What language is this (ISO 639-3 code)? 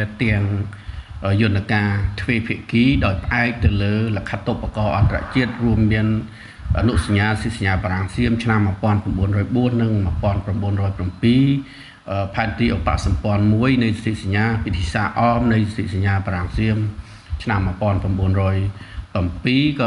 khm